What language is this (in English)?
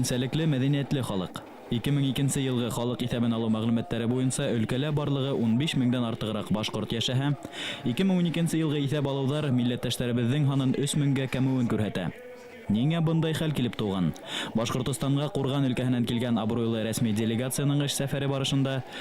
Bashkir